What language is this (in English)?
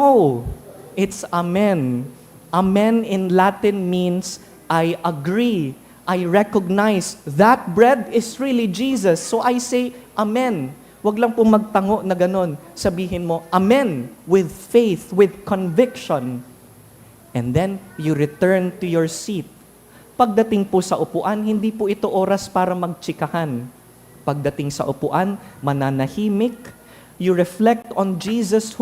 Bikol